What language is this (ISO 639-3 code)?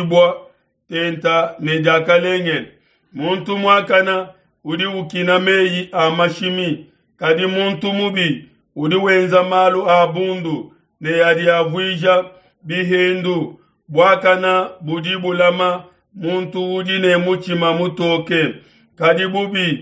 lua